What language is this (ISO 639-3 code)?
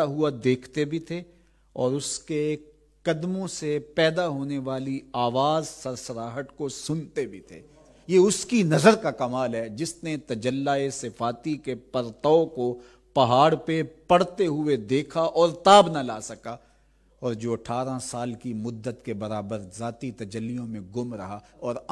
urd